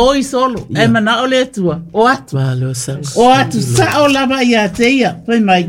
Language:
Samoan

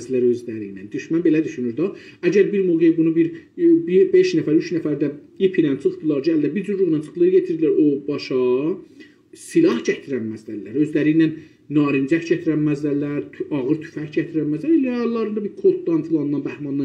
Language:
South Azerbaijani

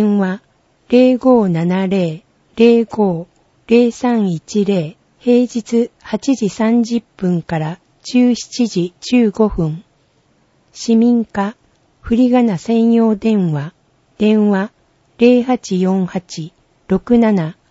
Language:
Japanese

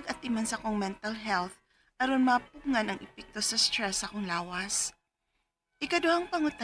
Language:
Cebuano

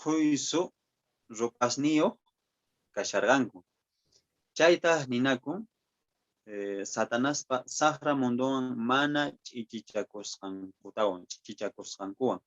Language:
Quechua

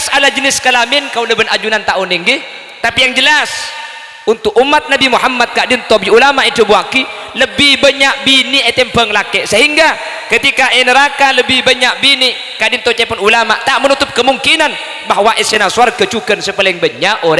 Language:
Madurese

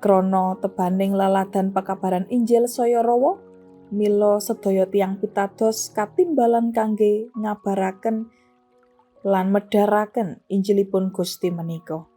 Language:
Javanese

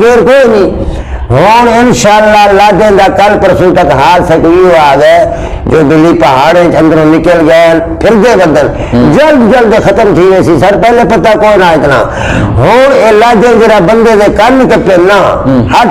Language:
Saraiki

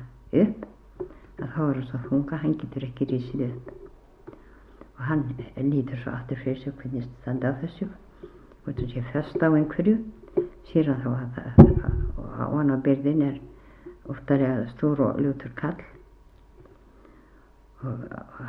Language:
Icelandic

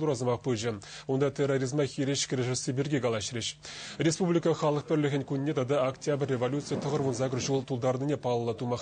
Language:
Chuvash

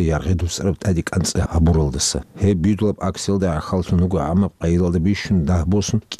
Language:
Avaric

